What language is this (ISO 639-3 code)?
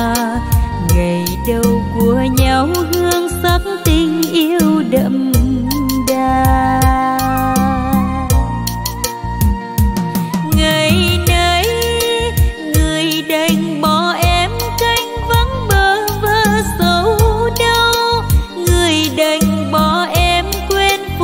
vie